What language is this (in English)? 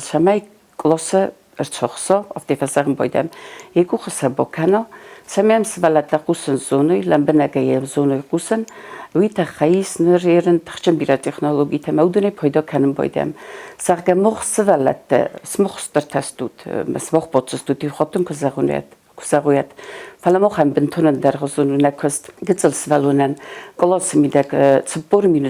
Ossetic